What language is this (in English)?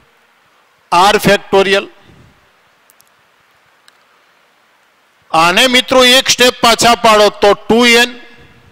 Gujarati